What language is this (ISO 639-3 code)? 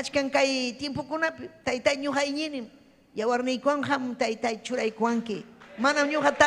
quy